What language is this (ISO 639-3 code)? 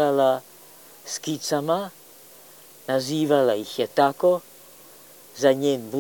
srp